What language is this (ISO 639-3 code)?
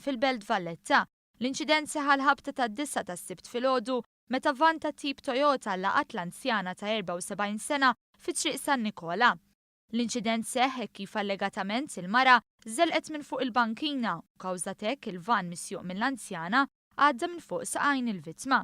mlt